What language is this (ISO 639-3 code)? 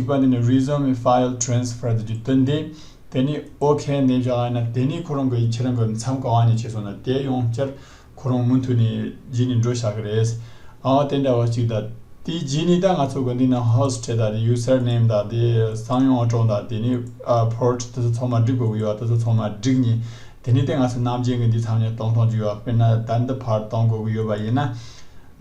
bod